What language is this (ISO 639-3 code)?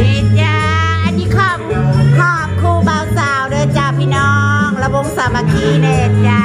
tts